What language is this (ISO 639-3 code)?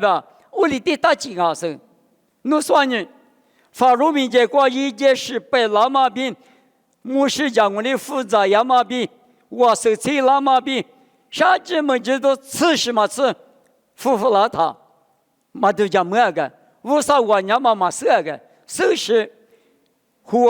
lis